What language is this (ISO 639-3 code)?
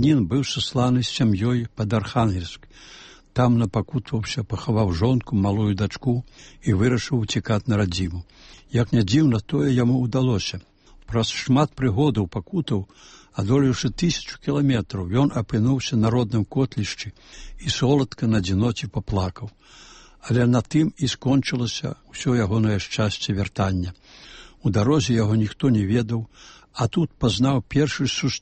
bel